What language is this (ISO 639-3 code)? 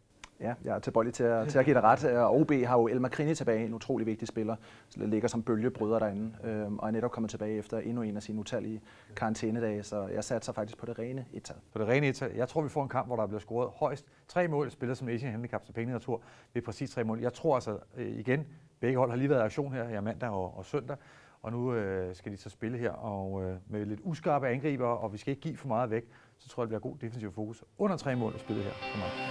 dan